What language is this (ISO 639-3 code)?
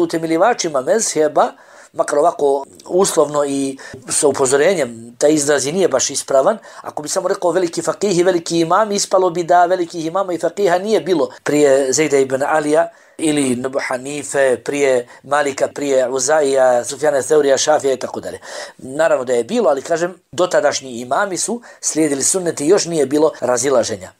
bos